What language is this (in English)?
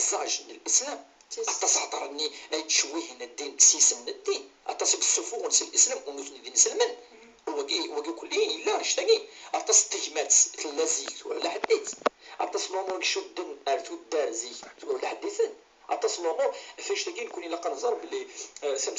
Kabyle